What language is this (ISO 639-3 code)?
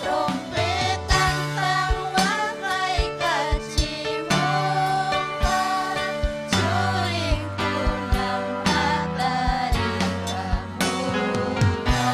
quy